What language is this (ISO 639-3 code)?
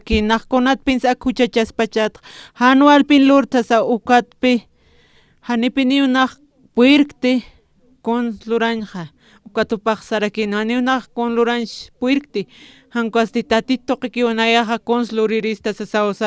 aym